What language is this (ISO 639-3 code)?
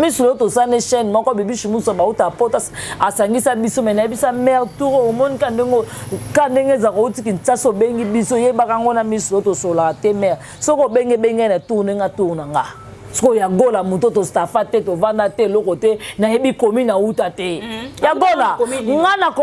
lin